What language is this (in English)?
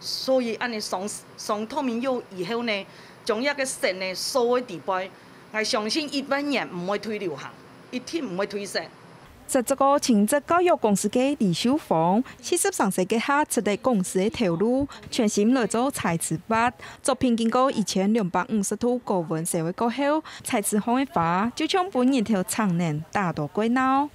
Hakka Chinese